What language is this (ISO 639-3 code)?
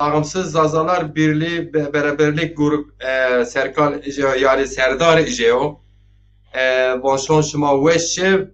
zza